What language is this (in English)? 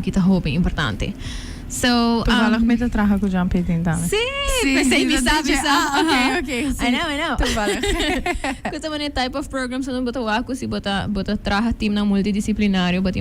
Papiamento